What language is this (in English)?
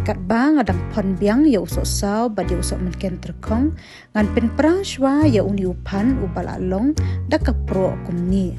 Khasi